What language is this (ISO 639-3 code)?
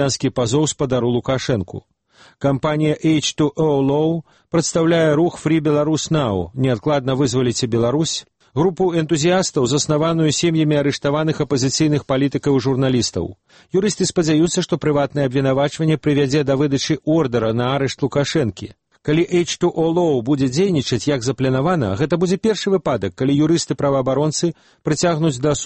bel